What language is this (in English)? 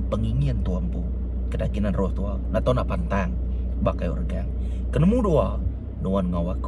Iban